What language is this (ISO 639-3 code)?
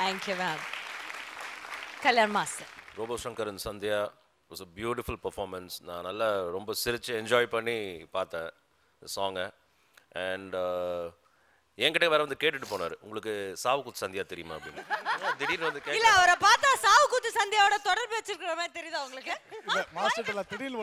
tam